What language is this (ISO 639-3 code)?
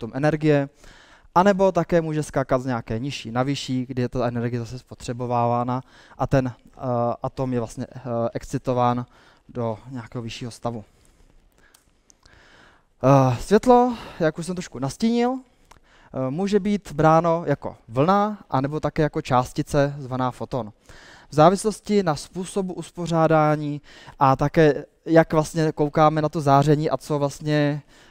ces